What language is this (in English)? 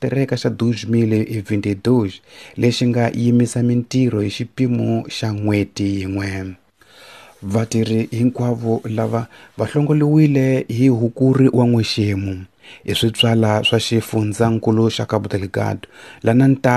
Tsonga